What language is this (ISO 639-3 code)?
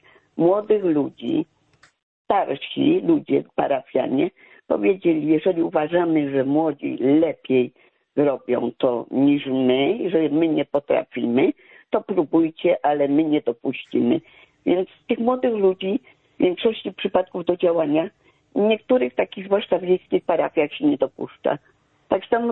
pol